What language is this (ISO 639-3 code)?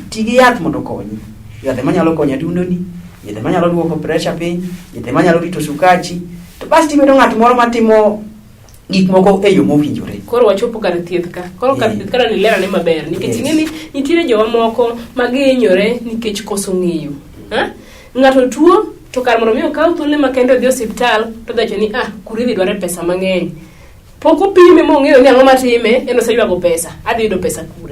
luo